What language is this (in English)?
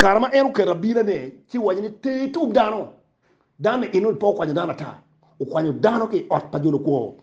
Acoli